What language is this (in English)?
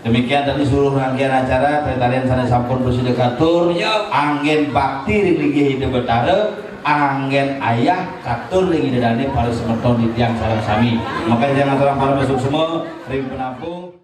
Balinese